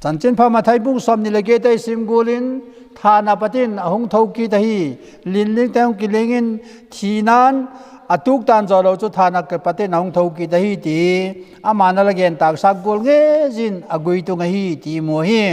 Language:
Vaiphei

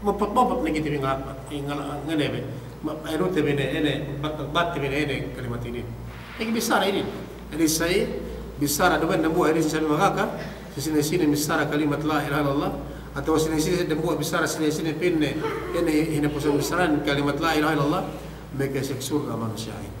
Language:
Yakan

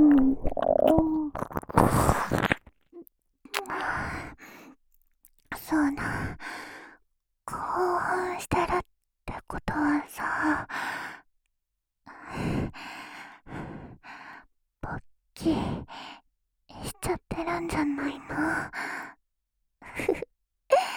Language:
Japanese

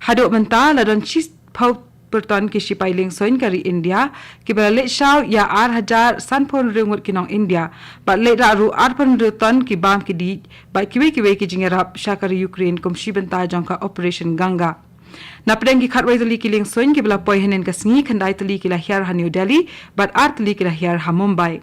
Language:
Khasi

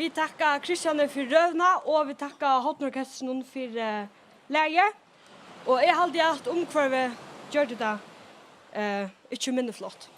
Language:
Faroese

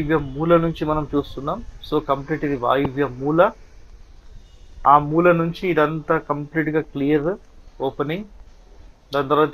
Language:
Telugu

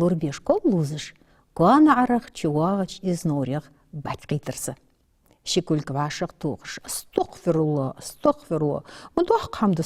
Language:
Ingush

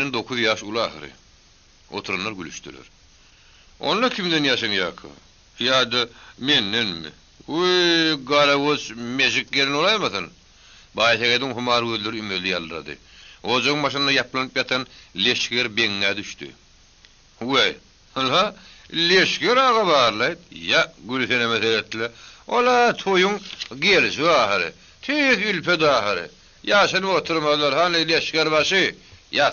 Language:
Turkmen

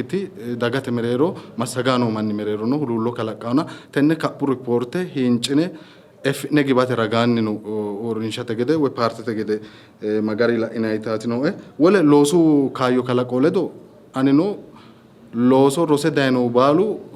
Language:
Sidamo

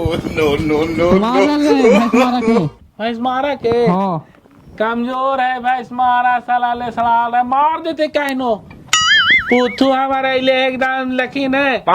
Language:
Magahi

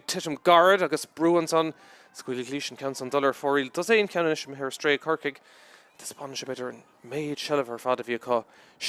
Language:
Irish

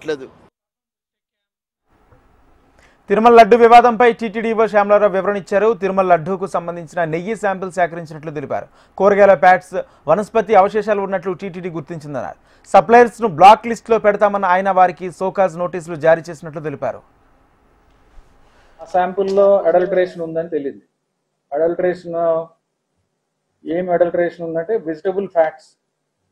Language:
Telugu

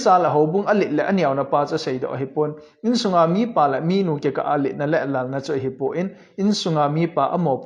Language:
Thado Chin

